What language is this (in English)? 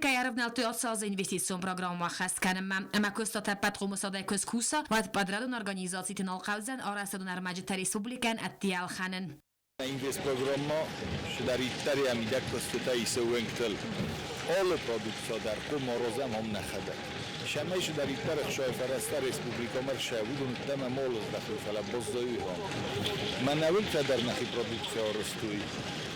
Ossetic